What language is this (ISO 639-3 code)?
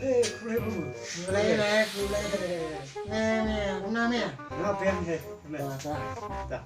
kha